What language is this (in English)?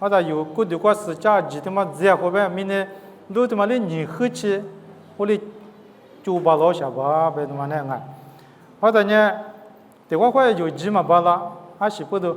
Lisu